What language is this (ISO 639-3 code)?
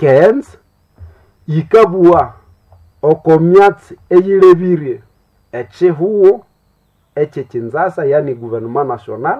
nnb